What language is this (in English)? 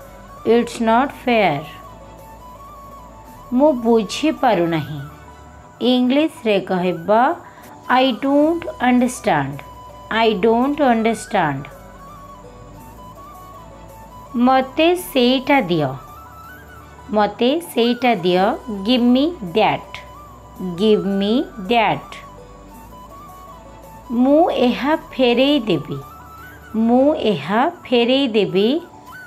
Odia